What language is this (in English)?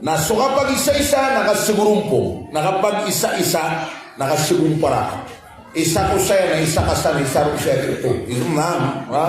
Maranao